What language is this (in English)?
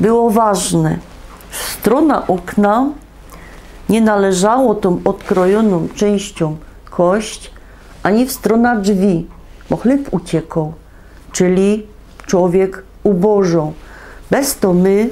Silesian